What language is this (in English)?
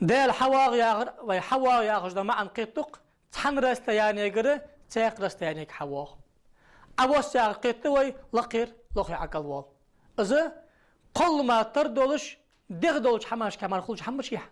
Ingush